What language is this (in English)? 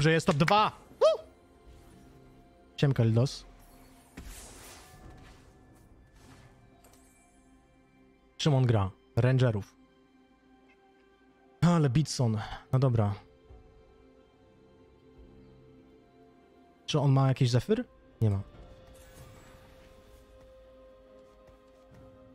Polish